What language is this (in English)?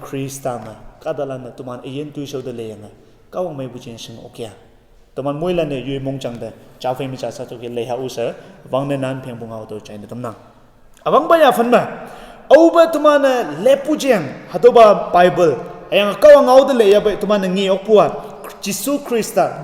Konyak Naga